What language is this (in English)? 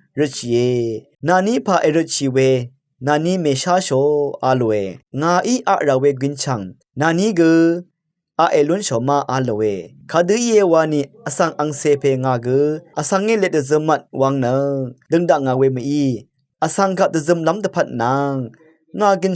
Rawang